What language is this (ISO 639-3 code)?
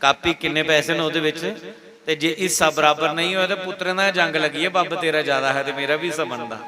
doi